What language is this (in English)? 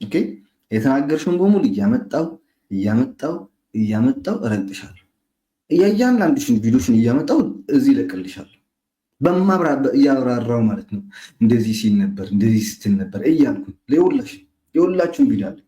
Amharic